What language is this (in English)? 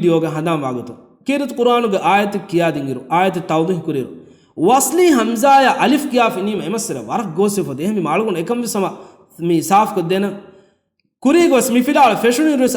Divehi